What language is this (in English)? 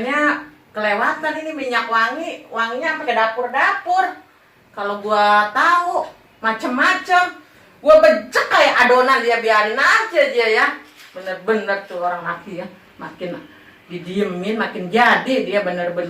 Betawi